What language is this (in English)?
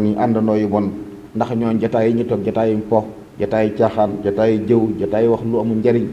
Wolof